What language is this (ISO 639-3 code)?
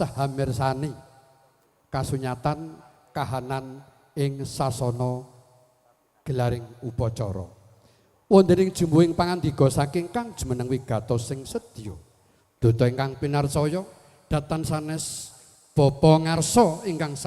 jav